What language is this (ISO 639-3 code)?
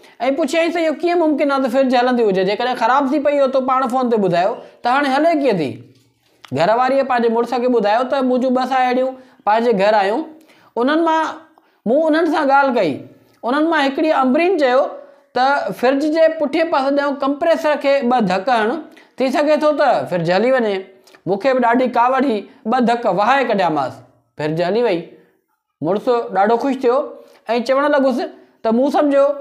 snd